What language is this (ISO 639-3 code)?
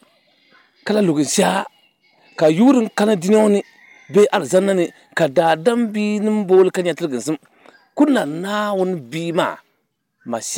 dag